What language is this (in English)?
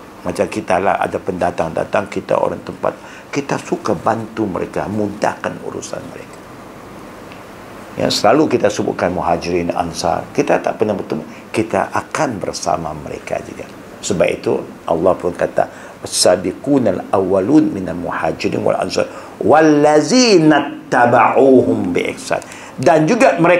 Malay